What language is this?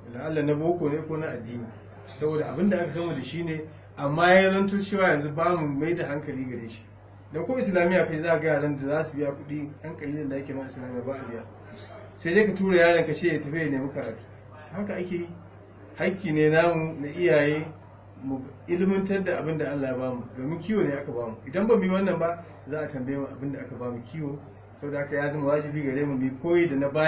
Hausa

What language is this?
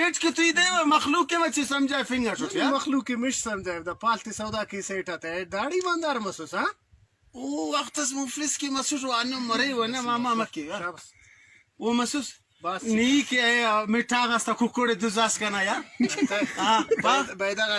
Brahui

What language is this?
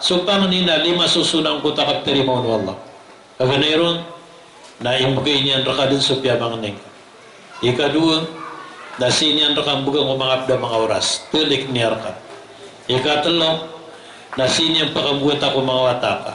Maranao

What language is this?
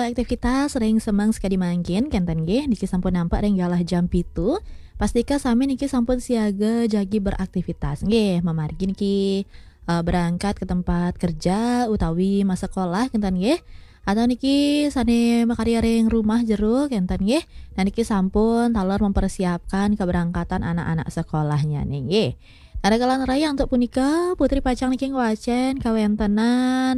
Balinese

